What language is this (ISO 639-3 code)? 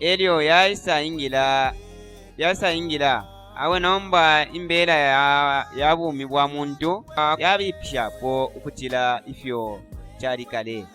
bem